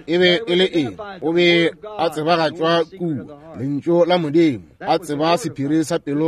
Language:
Northern Sotho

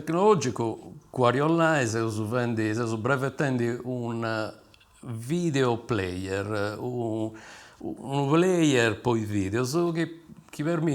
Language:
Sardinian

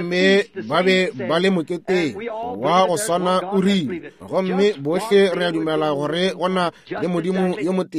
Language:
Northern Sotho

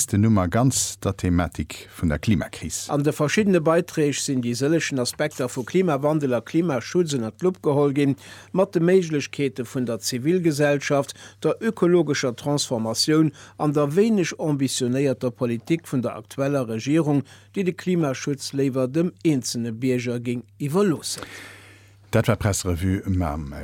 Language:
Luxembourgish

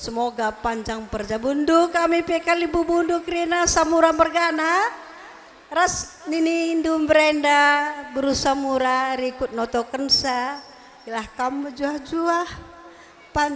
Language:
Batak Karo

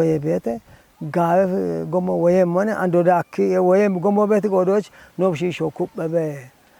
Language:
Kafa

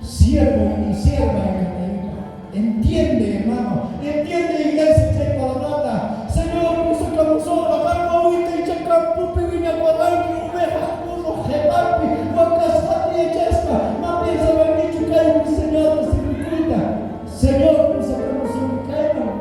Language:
South Bolivian Quechua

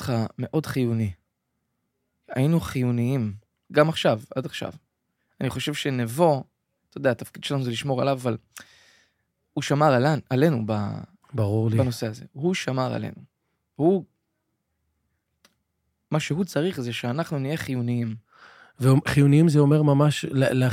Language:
Hebrew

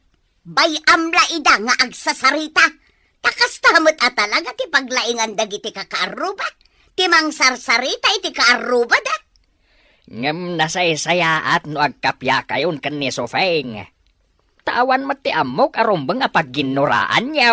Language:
Iloko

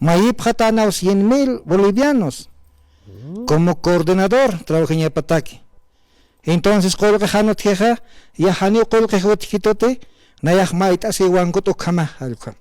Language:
Aymara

